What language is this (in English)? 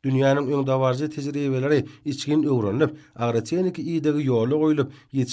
Turkmen